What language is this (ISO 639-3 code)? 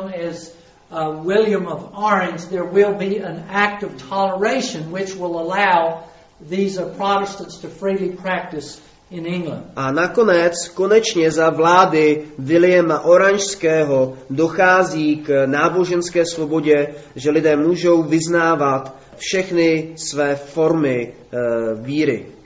ces